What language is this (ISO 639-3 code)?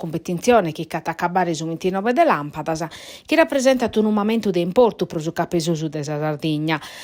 srd